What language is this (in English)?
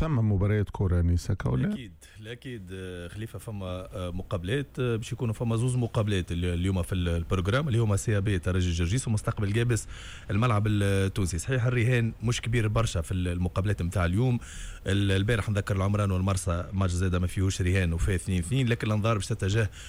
Tunisian Arabic